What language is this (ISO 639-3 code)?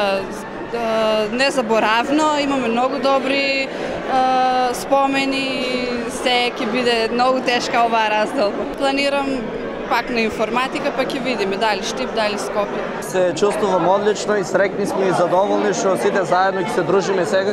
mkd